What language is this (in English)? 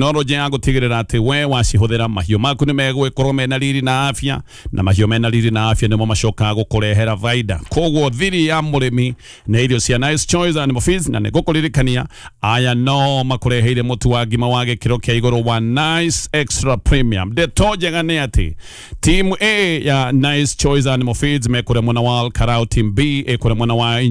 Kikuyu